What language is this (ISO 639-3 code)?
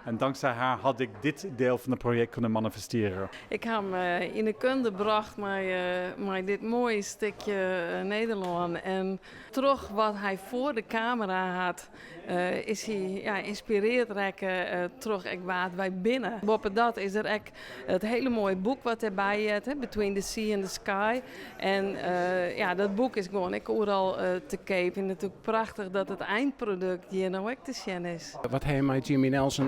fry